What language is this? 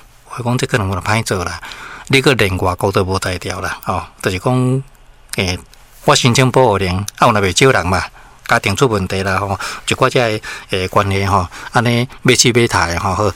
Min Nan Chinese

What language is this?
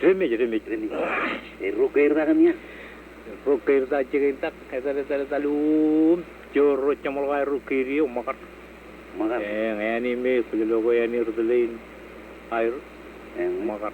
Marshallese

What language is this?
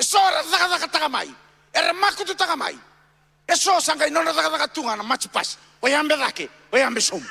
Fijian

